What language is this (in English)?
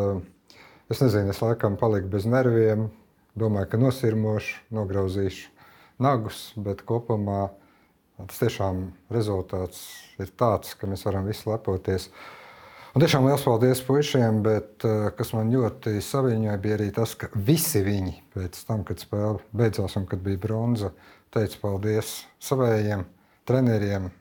Latvian